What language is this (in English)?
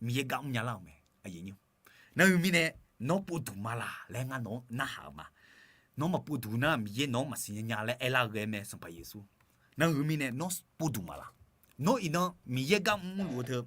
Akha